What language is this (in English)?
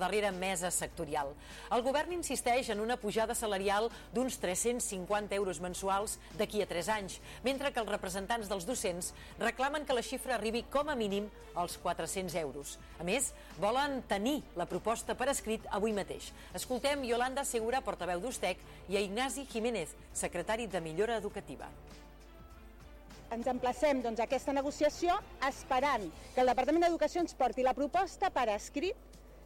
Catalan